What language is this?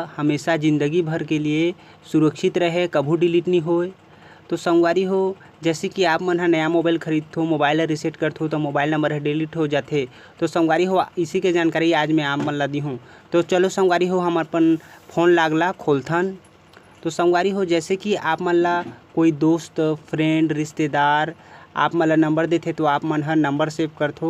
Chhattisgarhi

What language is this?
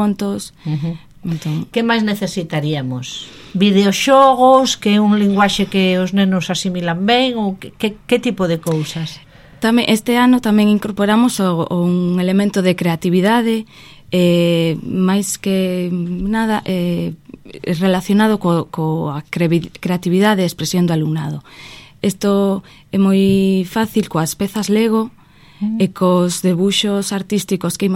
Galician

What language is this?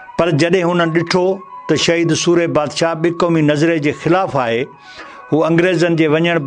Sindhi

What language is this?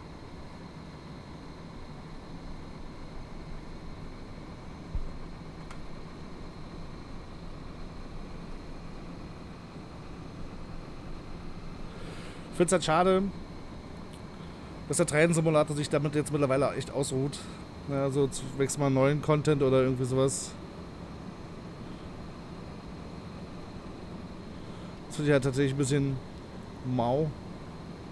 German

